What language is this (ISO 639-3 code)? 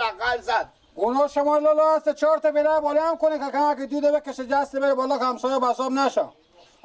fas